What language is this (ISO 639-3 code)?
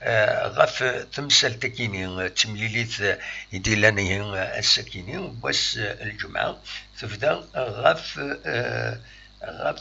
kab